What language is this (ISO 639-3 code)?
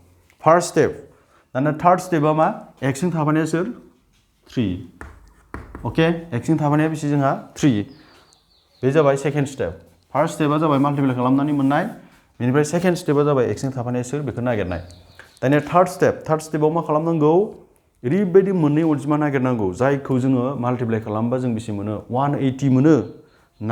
brx